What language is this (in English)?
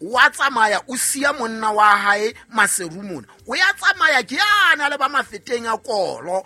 Southern Sotho